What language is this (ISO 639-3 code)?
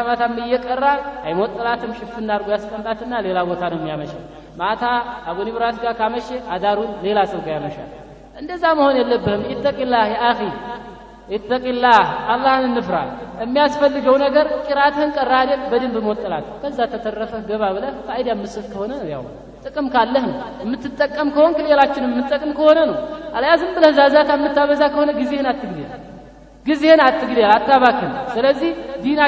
amh